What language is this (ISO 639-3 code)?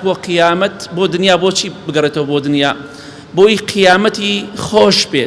ckb